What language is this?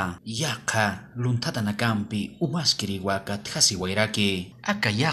Aymara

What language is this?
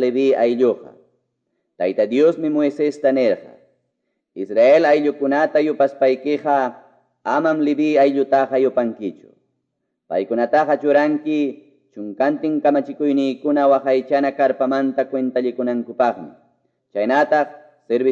Quechua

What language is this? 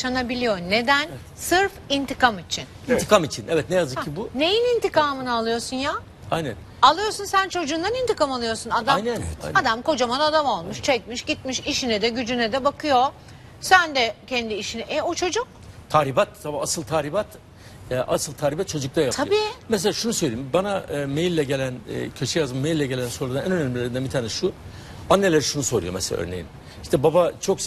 Turkish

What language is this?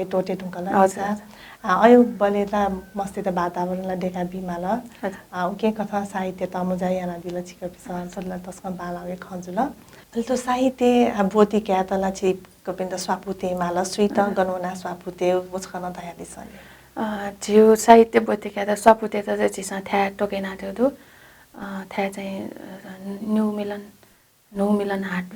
Newari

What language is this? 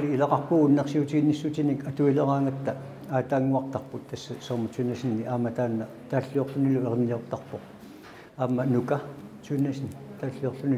Kalaallisut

